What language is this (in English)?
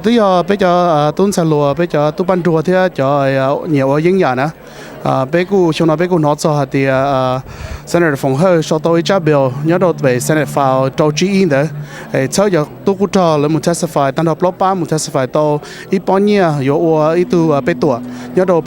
Hmong